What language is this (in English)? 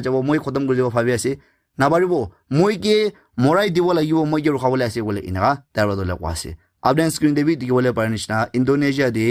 Naga Pidgin